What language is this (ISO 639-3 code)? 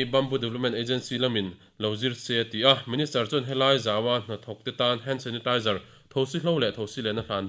lus